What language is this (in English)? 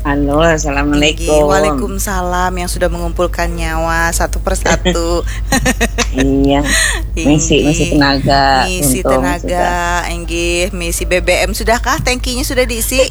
Banjar